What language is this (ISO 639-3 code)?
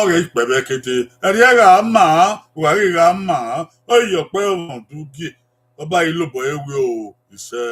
bin